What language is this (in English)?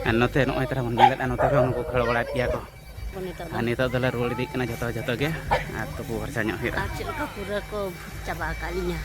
Santali